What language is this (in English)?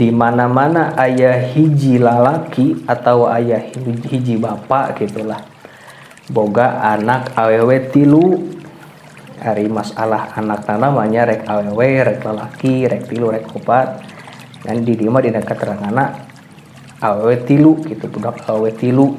Sundanese